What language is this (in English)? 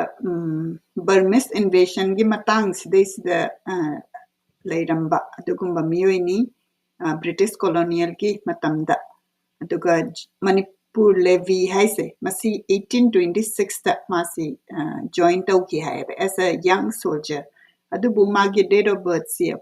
Manipuri